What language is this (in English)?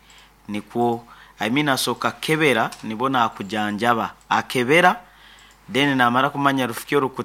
Nyankole